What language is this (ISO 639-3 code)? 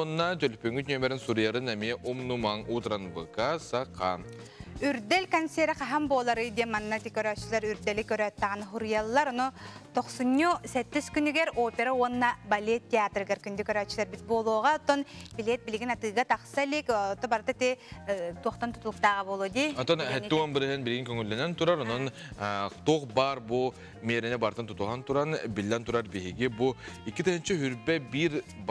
sah